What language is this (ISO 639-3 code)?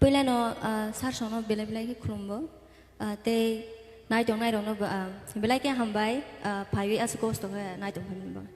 trp